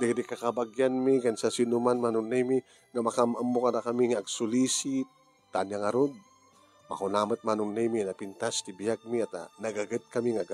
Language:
Iloko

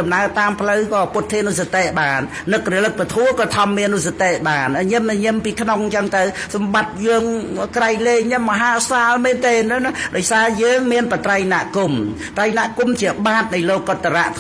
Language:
Khmer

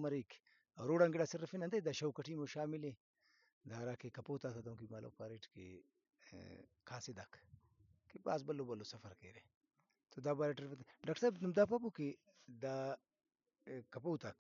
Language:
Brahui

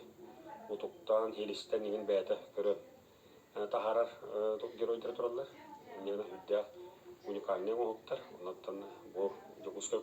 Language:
Yakut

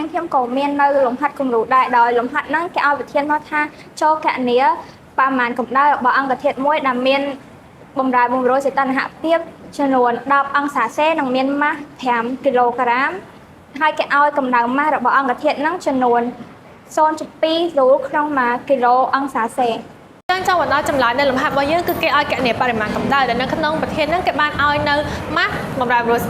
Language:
Khmer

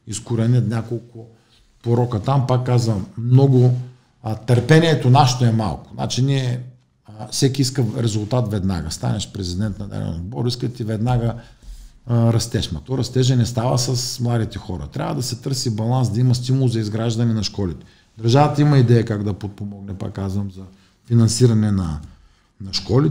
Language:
Bulgarian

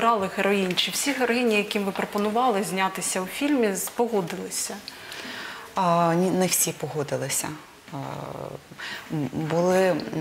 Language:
Ukrainian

